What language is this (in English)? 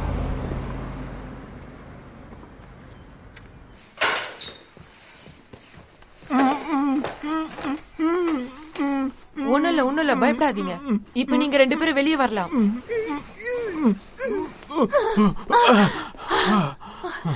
Tamil